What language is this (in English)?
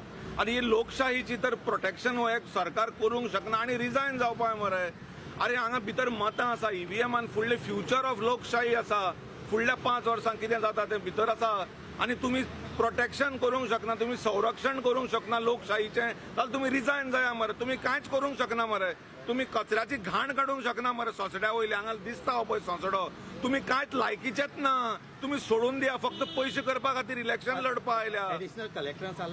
Konkani